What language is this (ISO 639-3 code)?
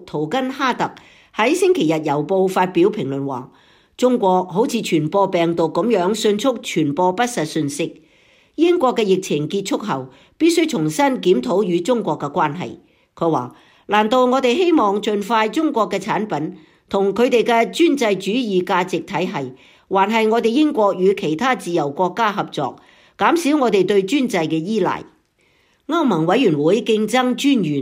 yue